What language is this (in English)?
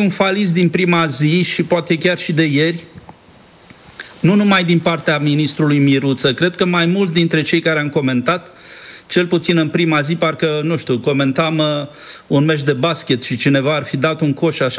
Romanian